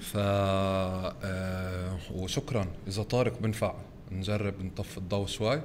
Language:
North Levantine Arabic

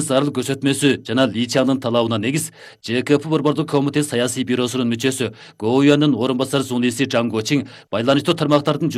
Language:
Kyrgyz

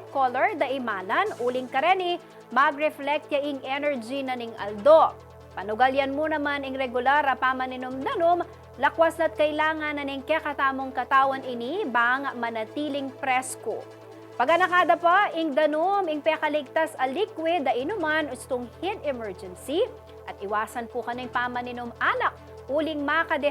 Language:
Pampanga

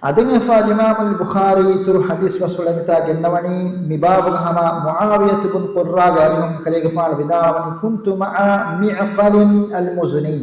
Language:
Divehi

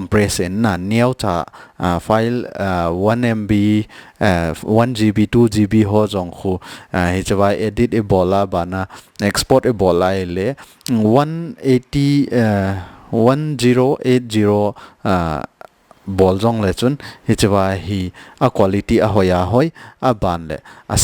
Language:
Thado Chin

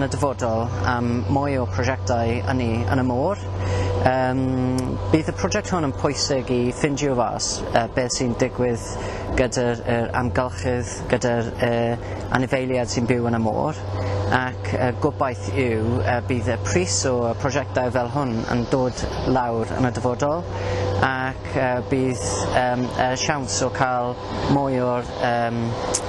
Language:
Welsh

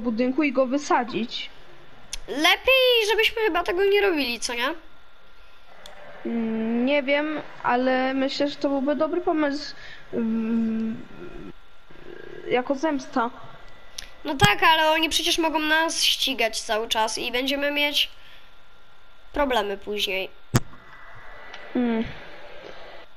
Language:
Polish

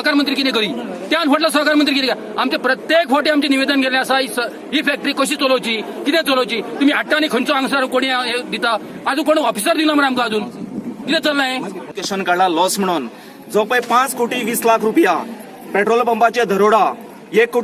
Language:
Konkani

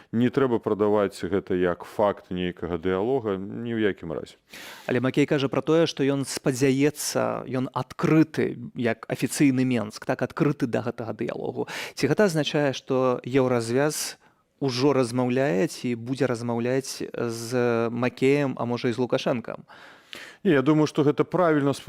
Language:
Belarusian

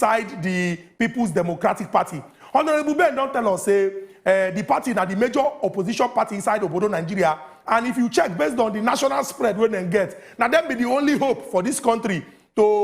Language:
Nigerian Pidgin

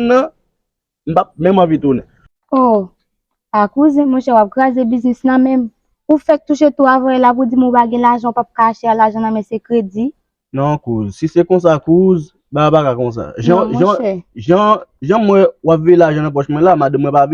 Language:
Haitian Creole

